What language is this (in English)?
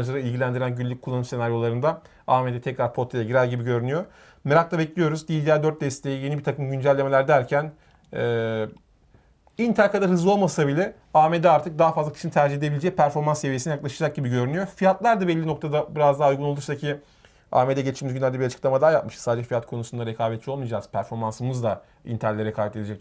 Turkish